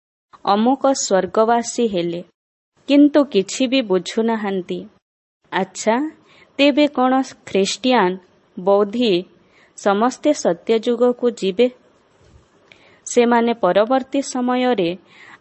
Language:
Odia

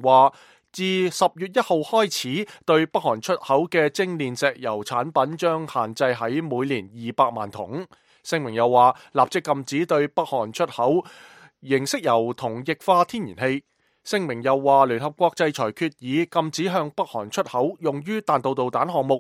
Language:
Cantonese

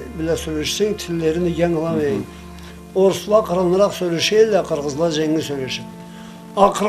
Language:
Karachay-Balkar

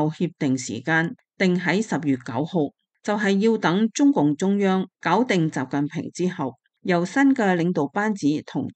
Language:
Cantonese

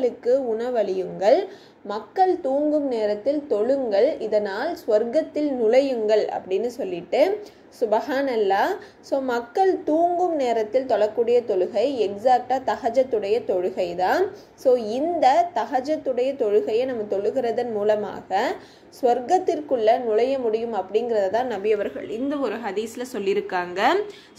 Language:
Tamil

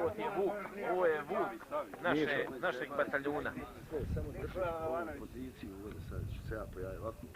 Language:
Croatian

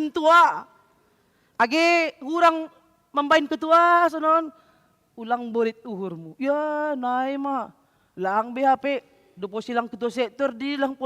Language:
Batak Simalungun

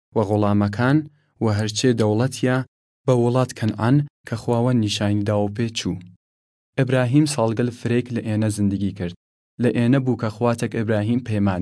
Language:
Southern Kurdish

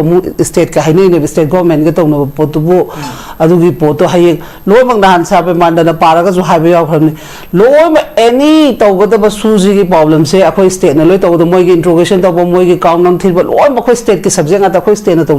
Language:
Manipuri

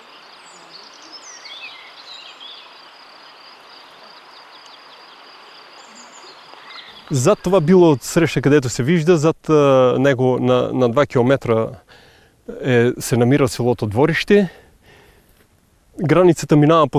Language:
Bulgarian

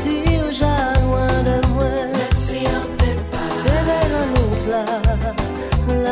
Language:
French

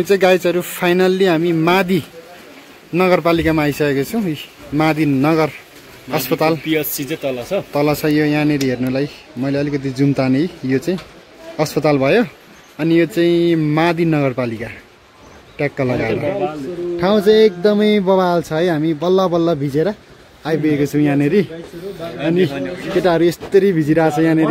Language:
Nepali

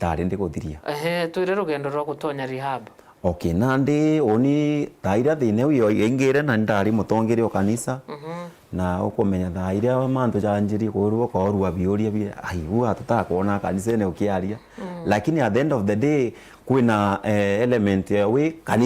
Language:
Meru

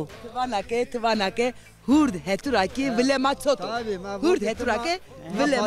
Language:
Zaza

